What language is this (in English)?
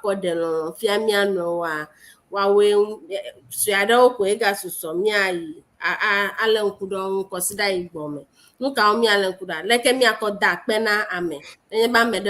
Ewe